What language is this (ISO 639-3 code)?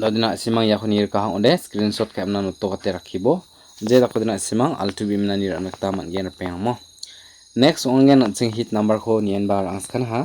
grt